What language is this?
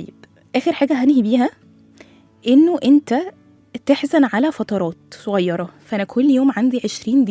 Egyptian Arabic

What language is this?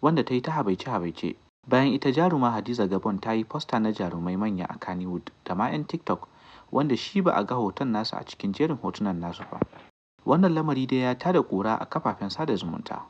Hausa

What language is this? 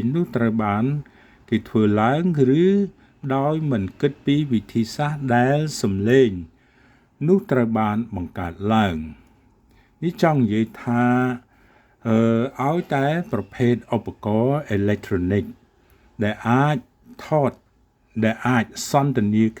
Khmer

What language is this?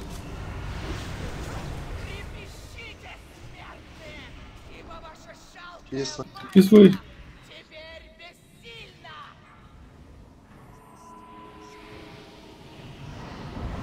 Russian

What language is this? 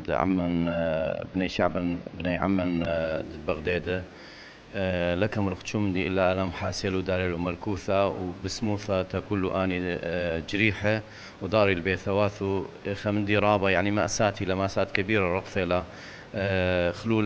Assyrian Neo-Aramaic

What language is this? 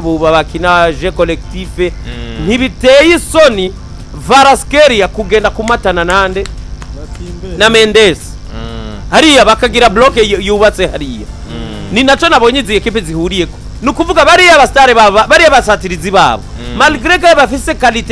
Rundi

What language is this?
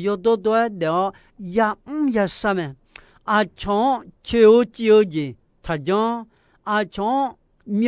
Akha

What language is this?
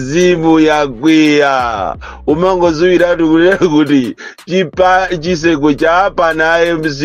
Nyanja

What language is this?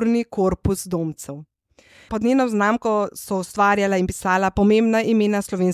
Slovenian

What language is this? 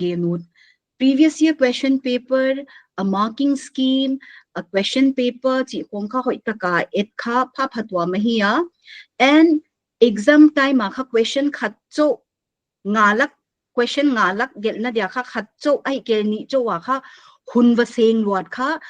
Paite Chin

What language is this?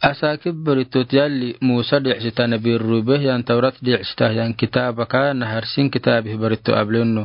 Afar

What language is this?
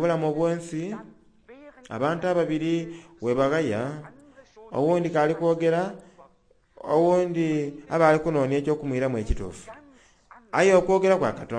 Soga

